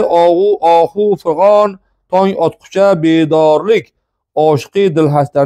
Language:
Uzbek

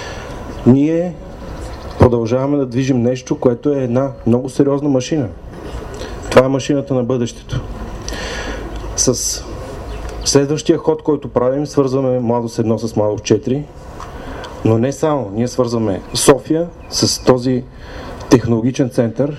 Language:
Bulgarian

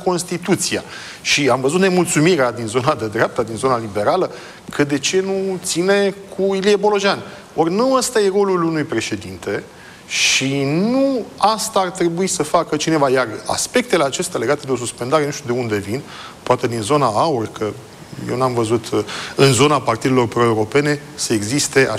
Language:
Romanian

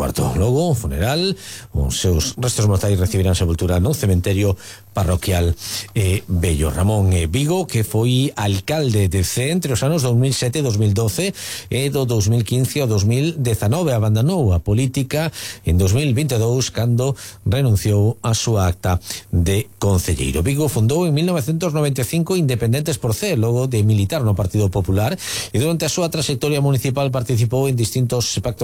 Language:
Galician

